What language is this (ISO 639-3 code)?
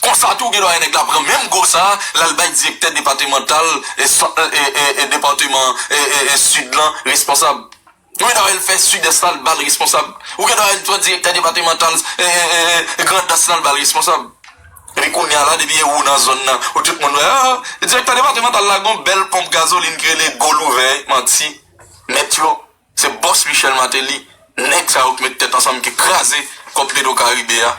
hat